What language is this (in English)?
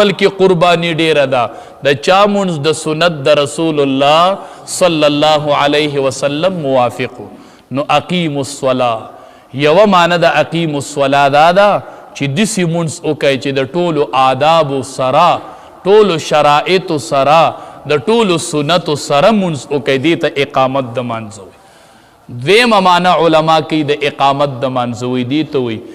Pashto